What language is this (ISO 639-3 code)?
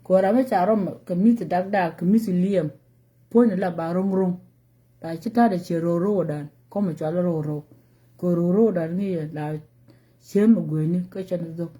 nus